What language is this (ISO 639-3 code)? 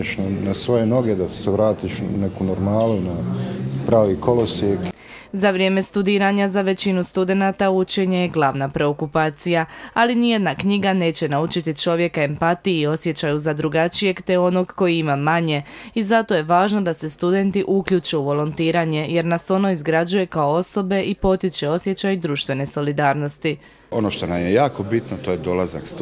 hrv